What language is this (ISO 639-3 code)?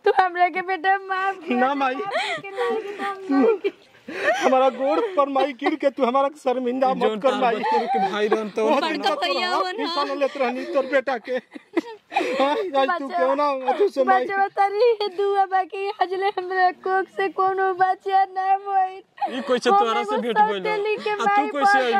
bho